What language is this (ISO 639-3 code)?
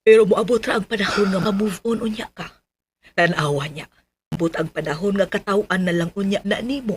ceb